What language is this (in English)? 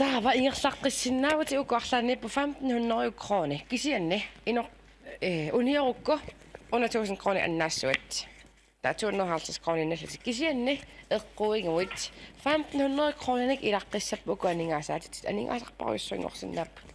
Kalaallisut